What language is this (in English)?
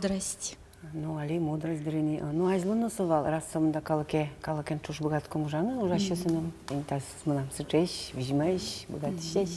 Udmurt